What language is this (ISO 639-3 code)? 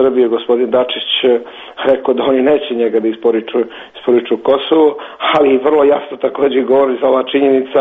srp